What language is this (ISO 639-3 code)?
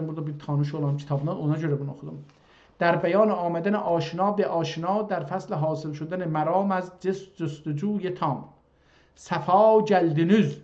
azb